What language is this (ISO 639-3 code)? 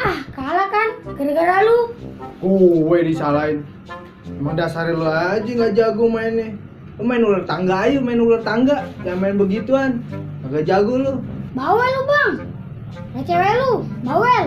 bew